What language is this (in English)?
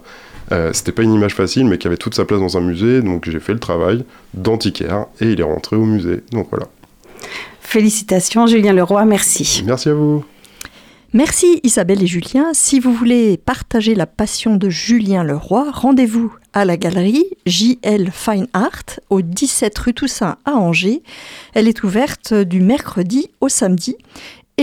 French